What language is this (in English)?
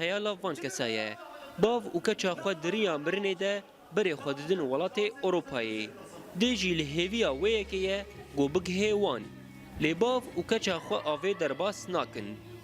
Kurdish